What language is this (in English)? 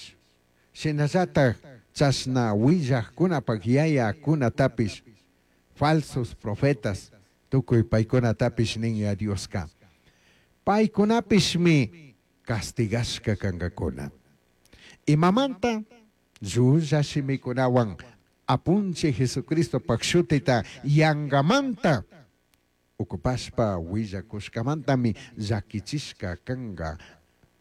Chimborazo Highland Quichua